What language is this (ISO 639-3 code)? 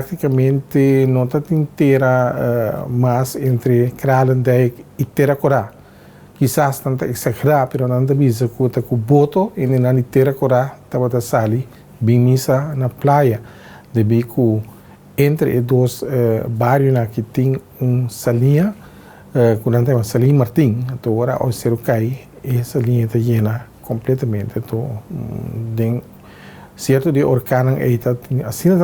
pap